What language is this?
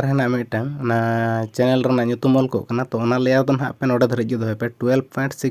Santali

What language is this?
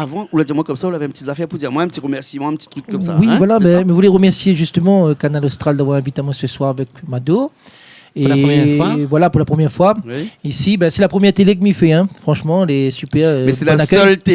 Réunion Creole French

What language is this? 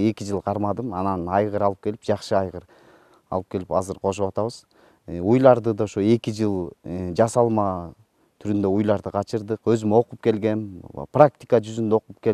Kyrgyz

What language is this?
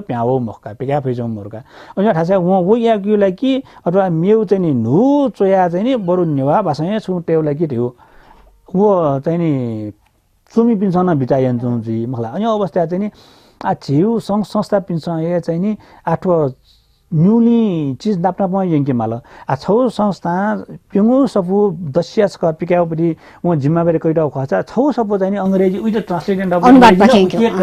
Newari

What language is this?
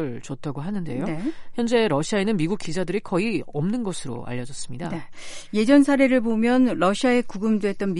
Korean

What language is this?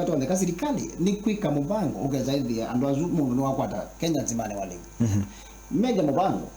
Kamba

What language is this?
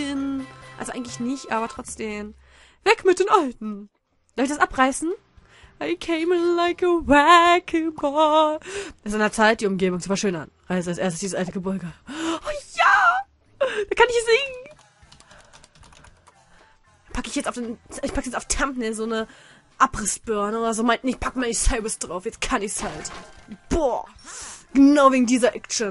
German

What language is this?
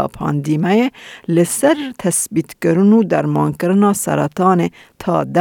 Kurdish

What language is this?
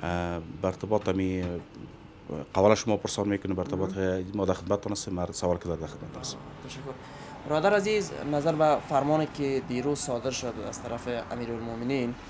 Persian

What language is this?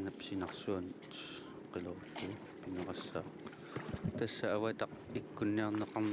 Kalaallisut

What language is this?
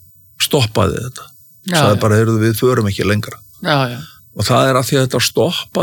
Icelandic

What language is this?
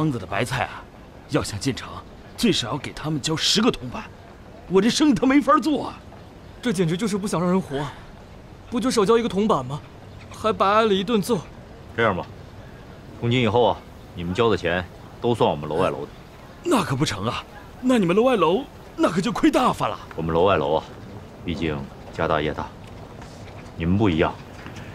Chinese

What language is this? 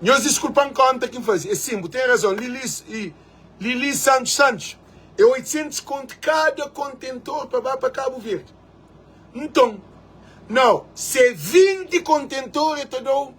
Kabuverdianu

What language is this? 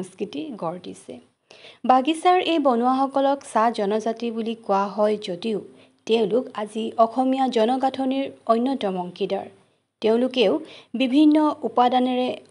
Assamese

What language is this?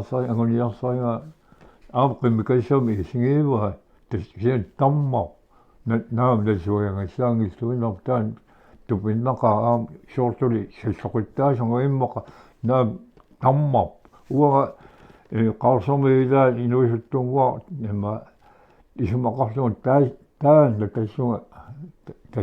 Kalaallisut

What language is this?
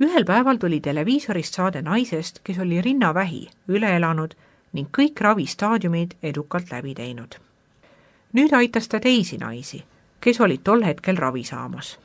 Estonian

